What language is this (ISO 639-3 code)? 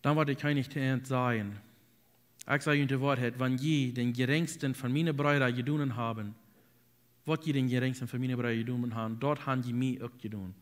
pdt